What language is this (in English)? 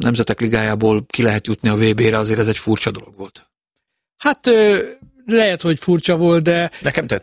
Hungarian